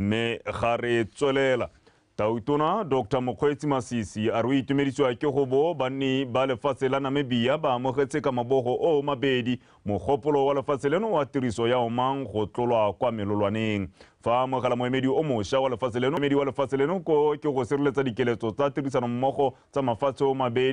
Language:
Tswana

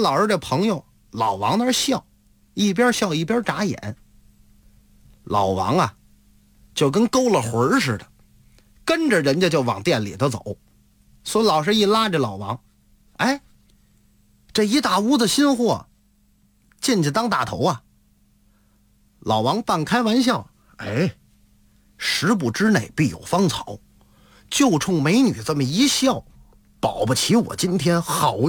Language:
Chinese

